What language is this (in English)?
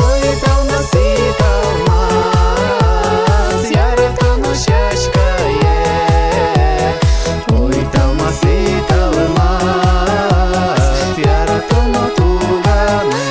Udmurt